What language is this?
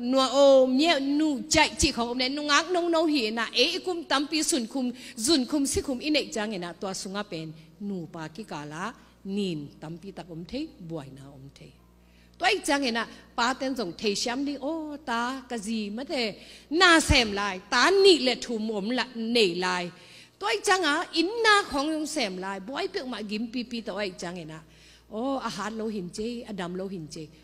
Tedim Chin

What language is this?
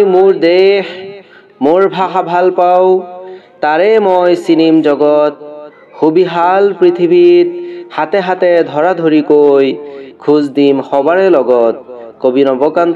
Assamese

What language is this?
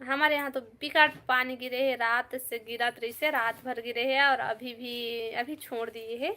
Chhattisgarhi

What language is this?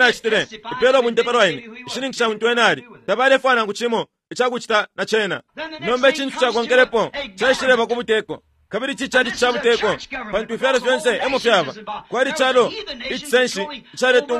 Bemba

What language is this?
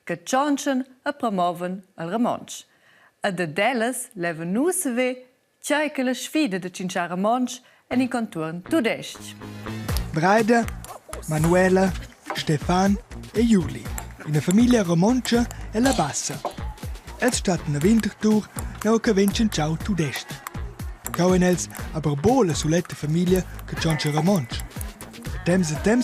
Romansh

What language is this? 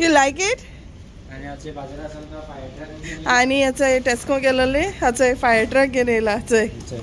Konkani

